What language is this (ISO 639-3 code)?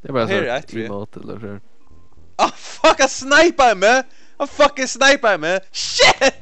fao